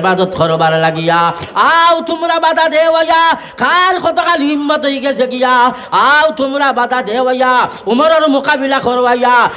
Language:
Sylheti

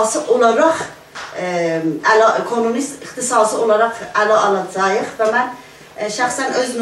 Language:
South Azerbaijani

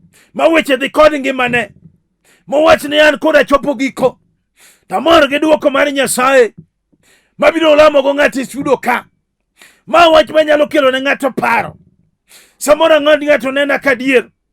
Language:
Luo (Kenya and Tanzania)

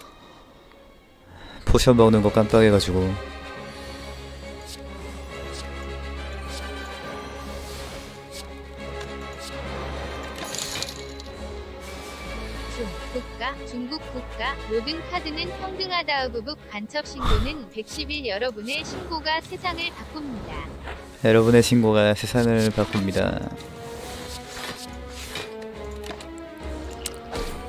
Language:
Korean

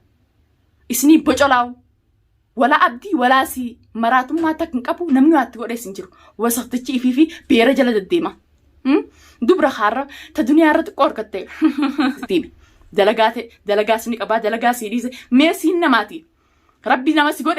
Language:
Oromo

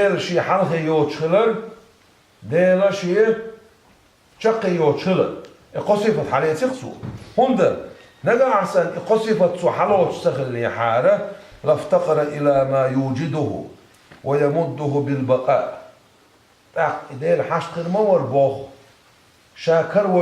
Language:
Chechen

